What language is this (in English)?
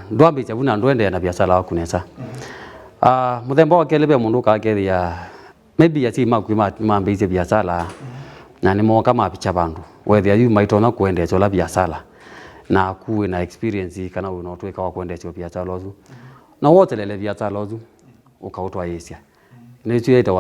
Kamba